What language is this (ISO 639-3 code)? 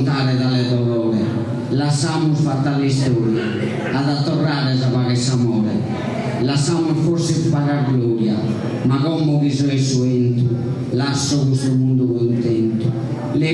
srd